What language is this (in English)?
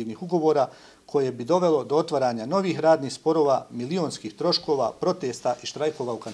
Bosnian